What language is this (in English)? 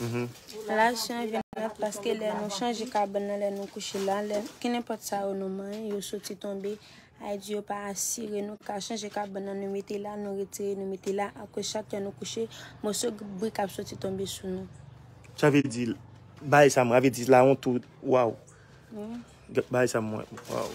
Haitian Creole